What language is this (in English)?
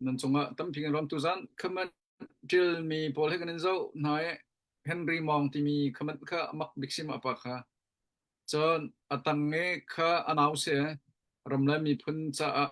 Hakha Chin